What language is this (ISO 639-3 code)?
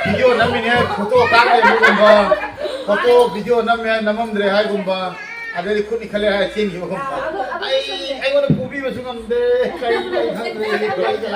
mni